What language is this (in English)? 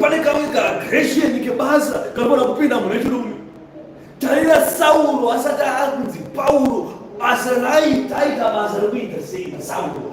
Shona